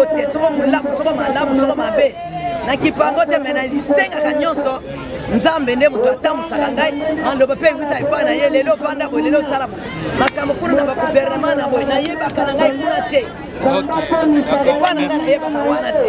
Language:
Lingala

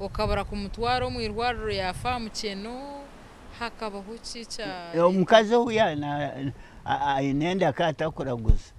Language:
Nyankole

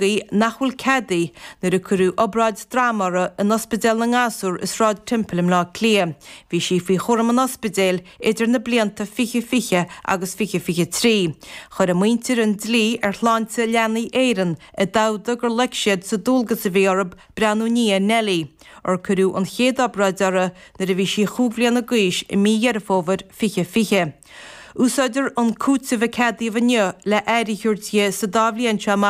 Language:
Irish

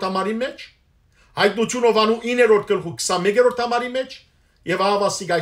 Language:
Western Armenian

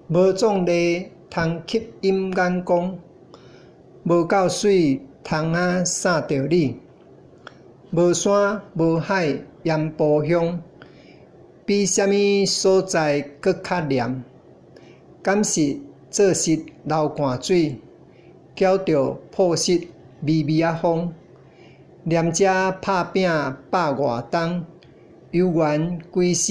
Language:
Min Nan Chinese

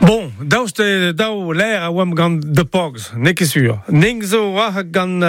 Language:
Breton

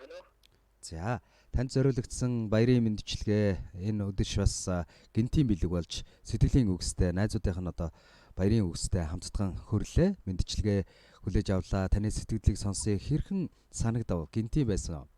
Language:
Mongolian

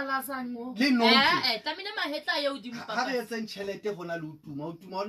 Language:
Southern Sotho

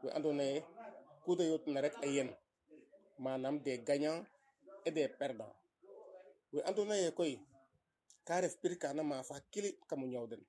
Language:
Serer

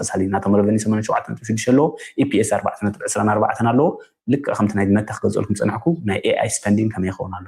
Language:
Tigrinya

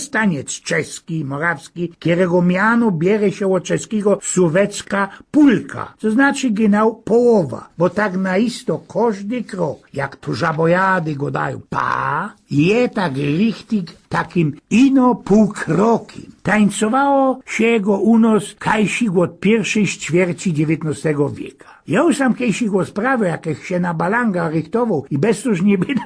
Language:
Silesian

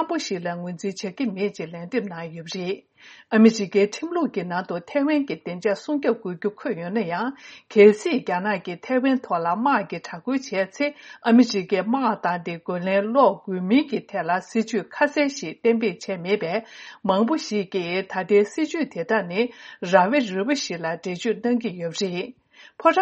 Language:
Tibetan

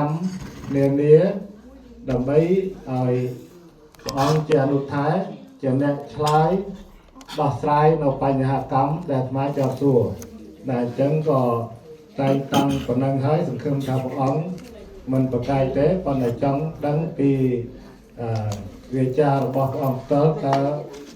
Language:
Khmer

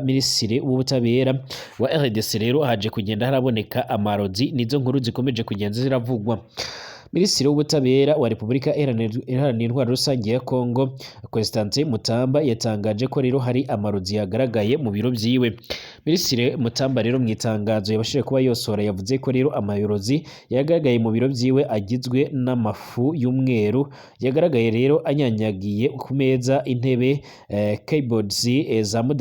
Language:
Rundi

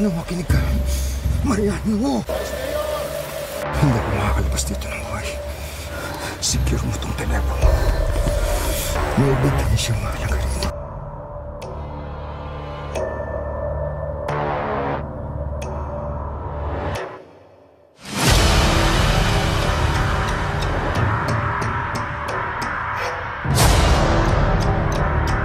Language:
Filipino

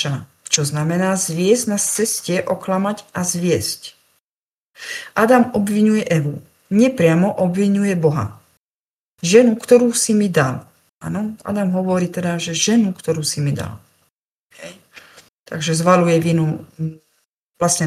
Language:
Slovak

